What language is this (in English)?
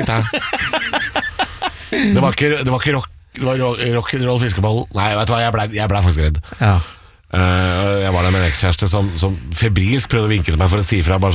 Norwegian